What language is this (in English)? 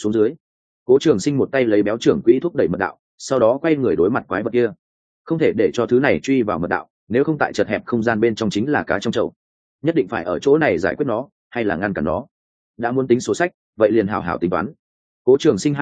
Vietnamese